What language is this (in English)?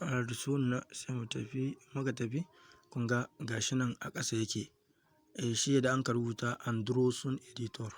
Hausa